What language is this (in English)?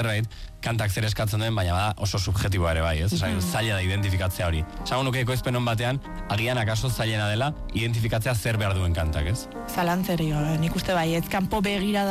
Basque